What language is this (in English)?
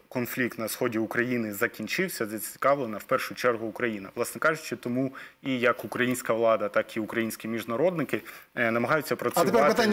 Ukrainian